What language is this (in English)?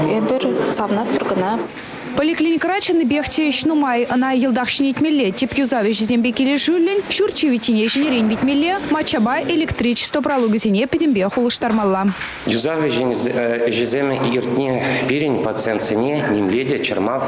Chuvash